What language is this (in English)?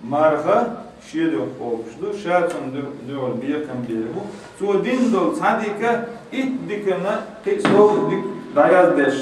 Chechen